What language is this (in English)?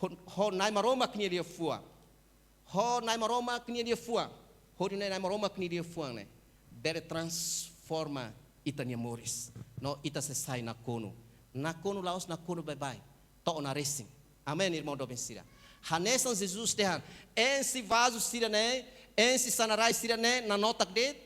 Tetum